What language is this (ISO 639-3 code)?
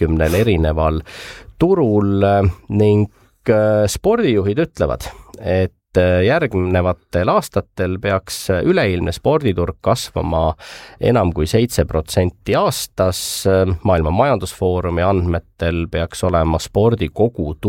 est